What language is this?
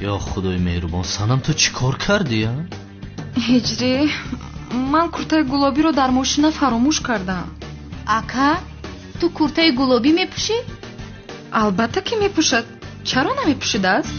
Tajik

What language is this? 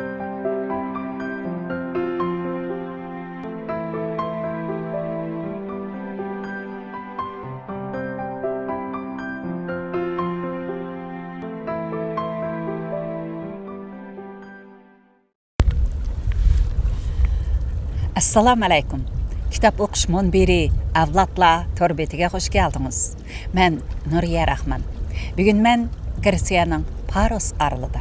Uyghur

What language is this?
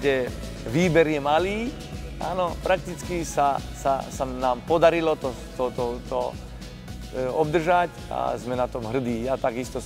Slovak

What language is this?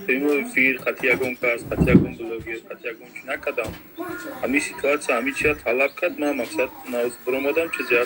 Tajik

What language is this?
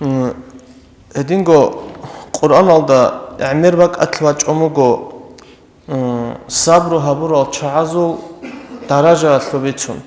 Avaric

